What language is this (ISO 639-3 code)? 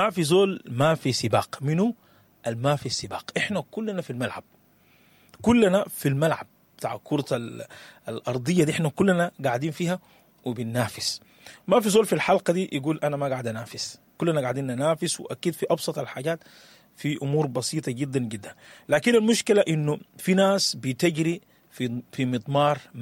apd